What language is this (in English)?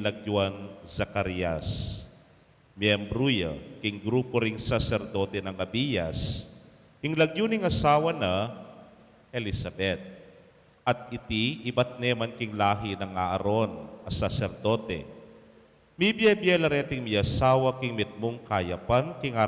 Pampanga